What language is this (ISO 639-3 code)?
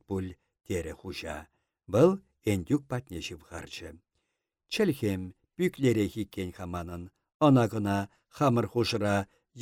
chv